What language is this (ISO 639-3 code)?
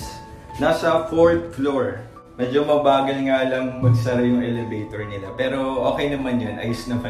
fil